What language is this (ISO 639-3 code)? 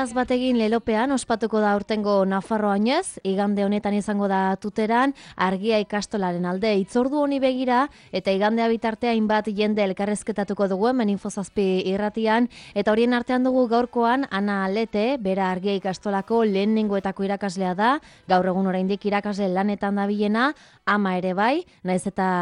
eus